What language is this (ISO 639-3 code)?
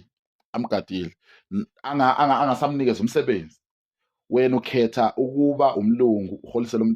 zul